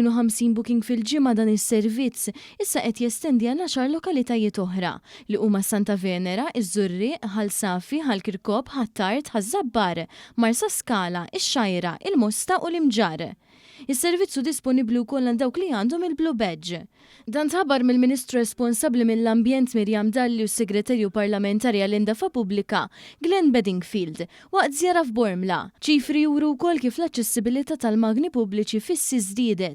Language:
Maltese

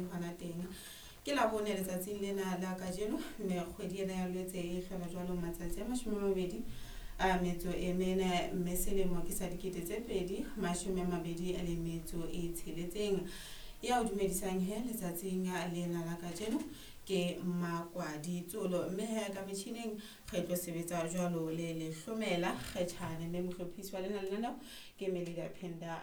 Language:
Southern Sotho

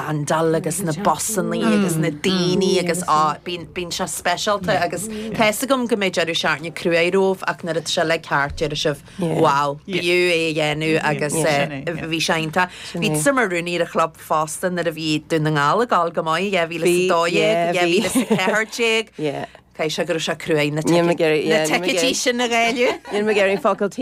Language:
Irish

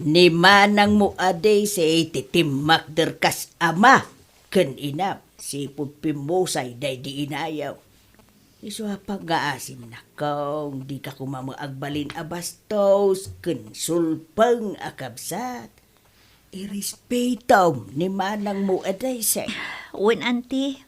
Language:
Iloko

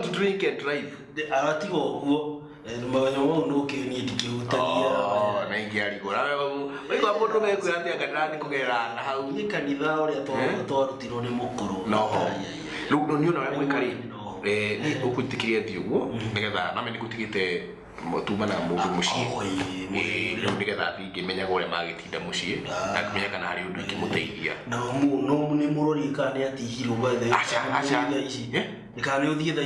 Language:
Kikuyu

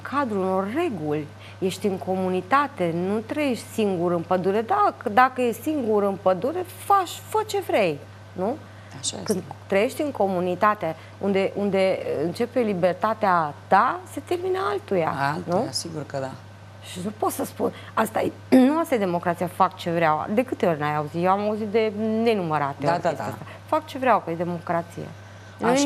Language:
Romanian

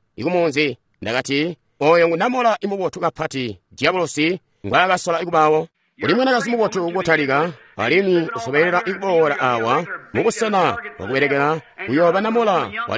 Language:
Tonga (Zambia)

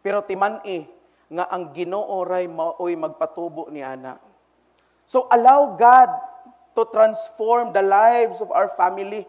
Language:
Cebuano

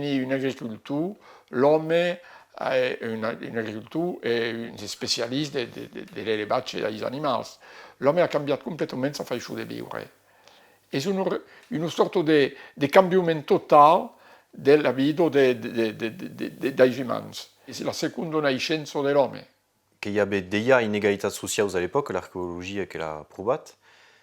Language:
Occitan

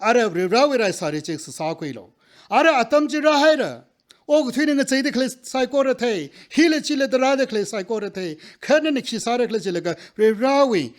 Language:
Tangkhul Naga (India)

